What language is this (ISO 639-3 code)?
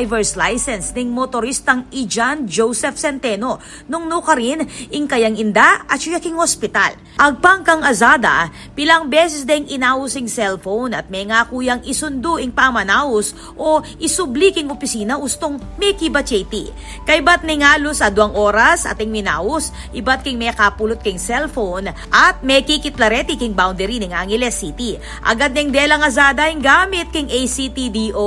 pam